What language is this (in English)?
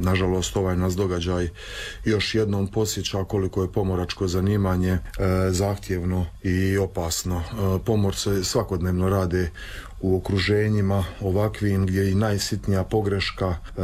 Croatian